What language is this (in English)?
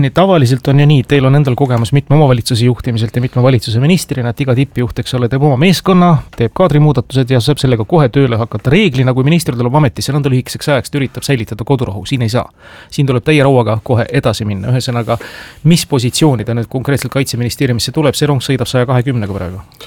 Estonian